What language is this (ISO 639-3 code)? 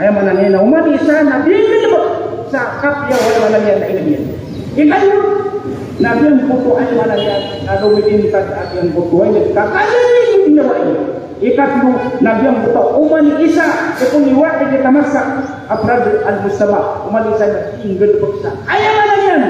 mrw